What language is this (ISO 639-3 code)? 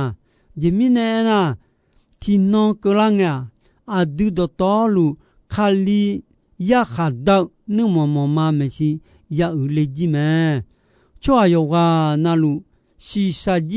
ahk